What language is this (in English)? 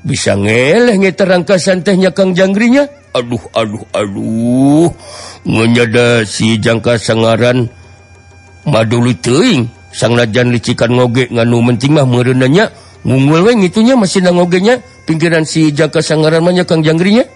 Sundanese